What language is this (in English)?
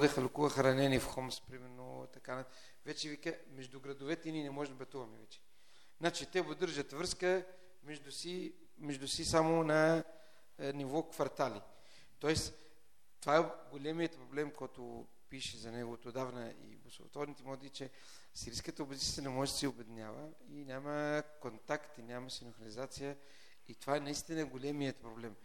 Bulgarian